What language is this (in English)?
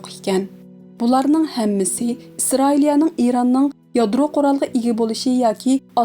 Uyghur